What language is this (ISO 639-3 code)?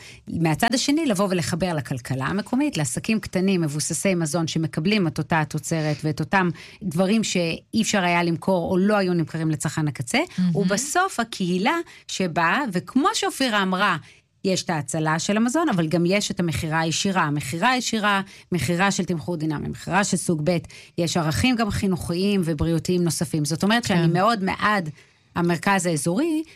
heb